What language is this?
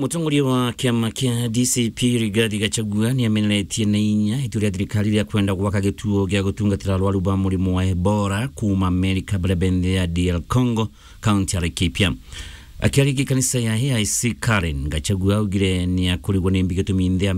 Meru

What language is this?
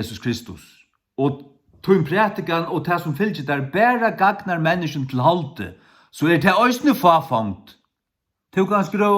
Faroese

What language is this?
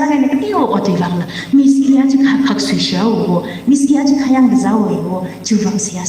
Tangkhul Naga (India)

